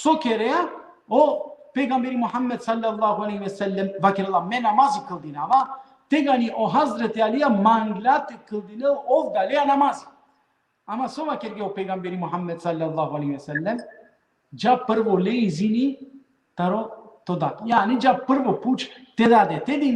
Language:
Balkan Romani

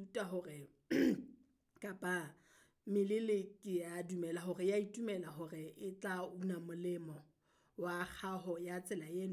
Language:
Southern Sotho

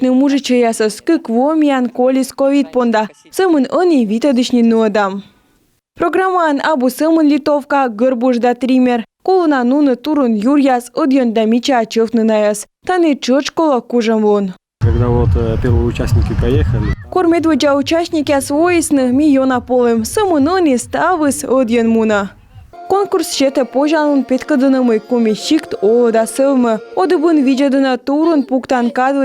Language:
Komi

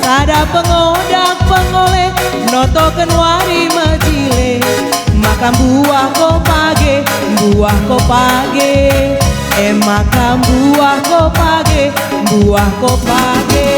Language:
Batak Karo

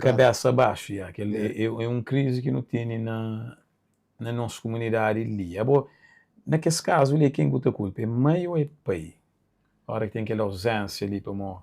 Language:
Kabuverdianu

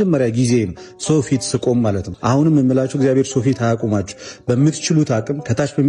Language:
Amharic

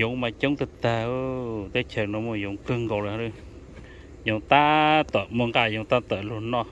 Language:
Hmong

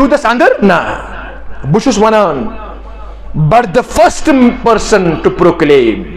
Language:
Kashmiri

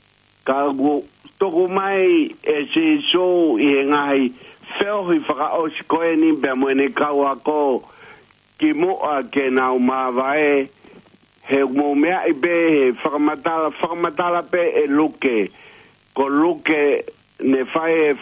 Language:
Tongan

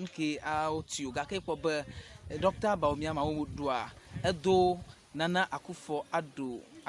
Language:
Ewe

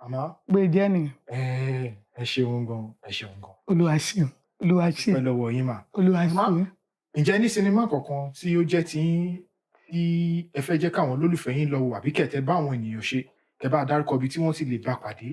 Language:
Yoruba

